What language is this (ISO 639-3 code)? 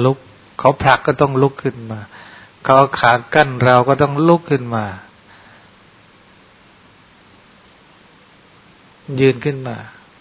tha